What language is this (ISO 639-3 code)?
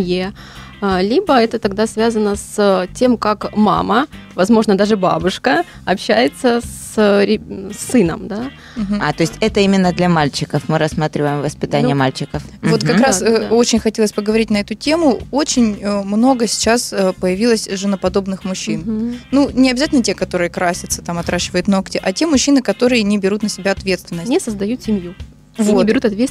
rus